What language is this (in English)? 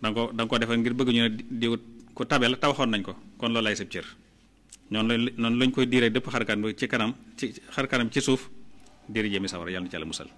Wolof